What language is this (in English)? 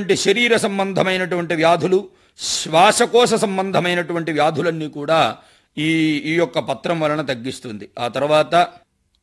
Telugu